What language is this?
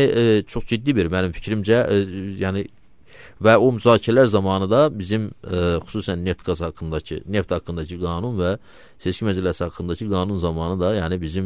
Azerbaijani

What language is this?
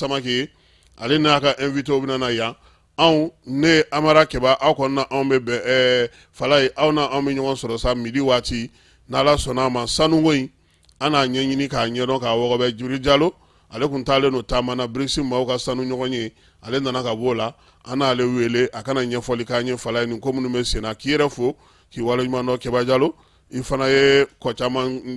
Bambara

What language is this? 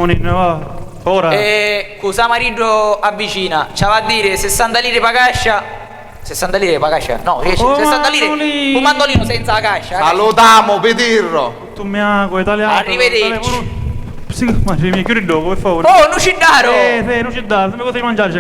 Sicilian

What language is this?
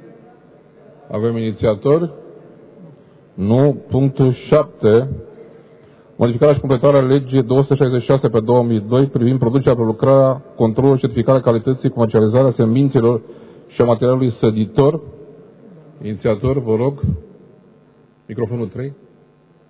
Romanian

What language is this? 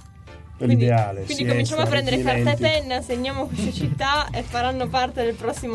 Italian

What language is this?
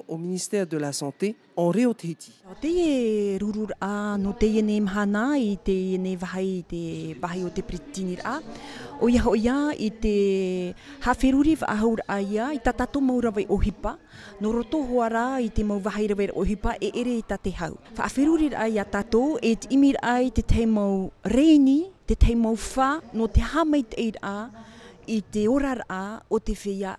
Tahitian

